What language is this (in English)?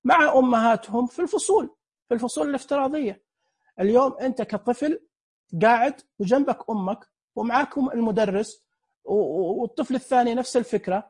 Najdi Arabic